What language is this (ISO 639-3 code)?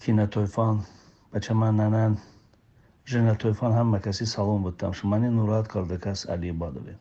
tly